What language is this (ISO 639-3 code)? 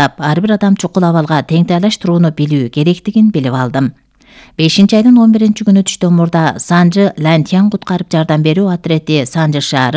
kir